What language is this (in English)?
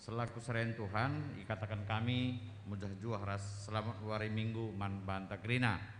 Batak Karo